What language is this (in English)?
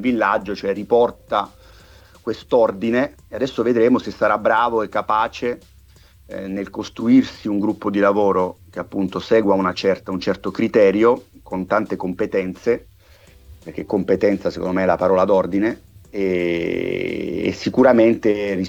Italian